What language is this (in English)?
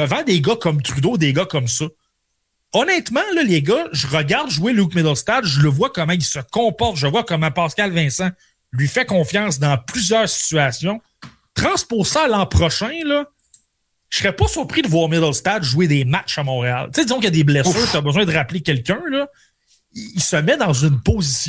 French